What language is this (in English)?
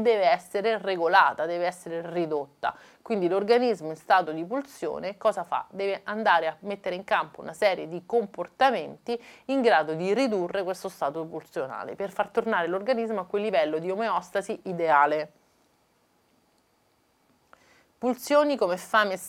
Italian